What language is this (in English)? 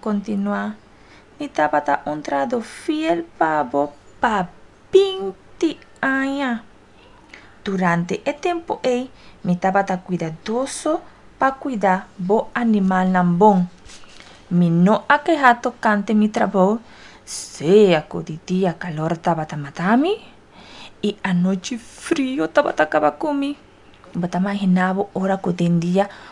Papiamento